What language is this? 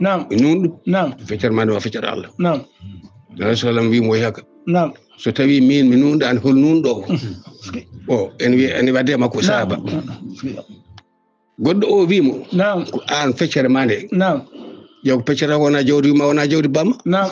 Fula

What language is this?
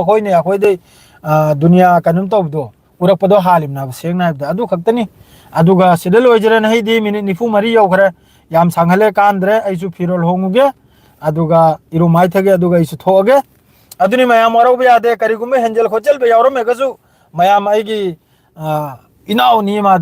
Manipuri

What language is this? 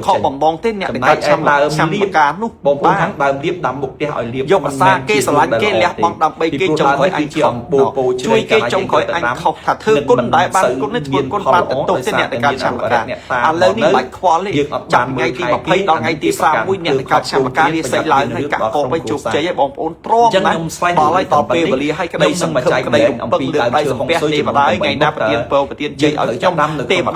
Khmer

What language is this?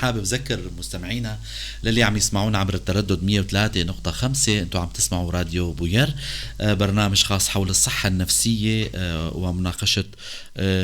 North Levantine Arabic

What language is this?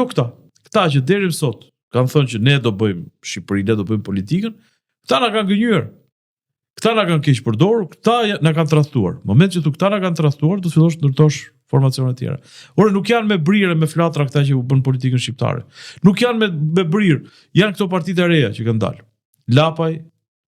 Albanian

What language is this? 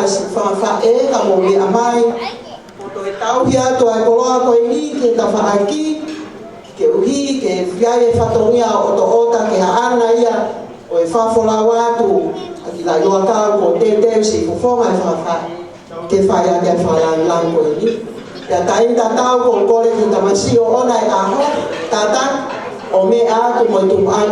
Tongan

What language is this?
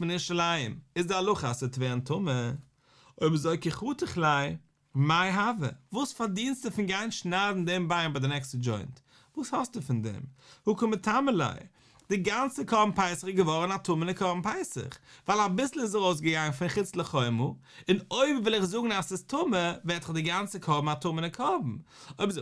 Yiddish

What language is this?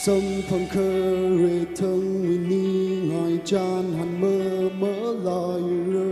Tangkhul Naga (India)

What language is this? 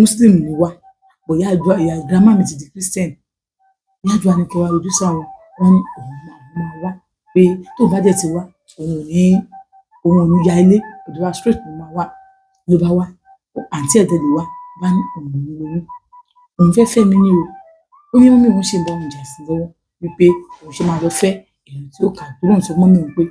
Yoruba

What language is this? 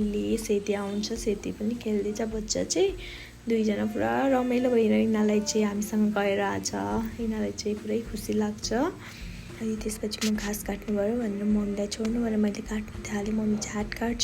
Nepali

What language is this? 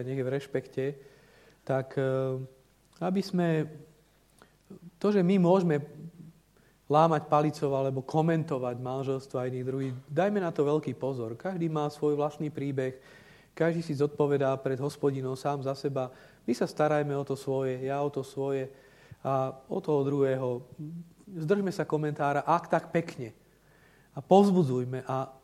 Slovak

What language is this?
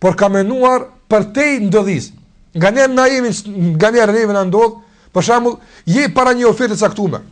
Albanian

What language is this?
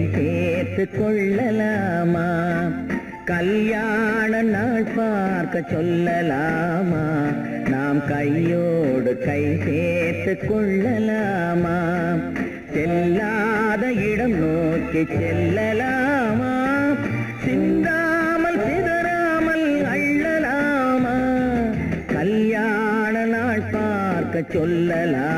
Tamil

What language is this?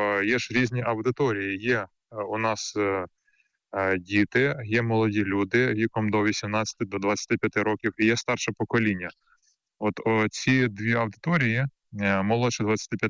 Ukrainian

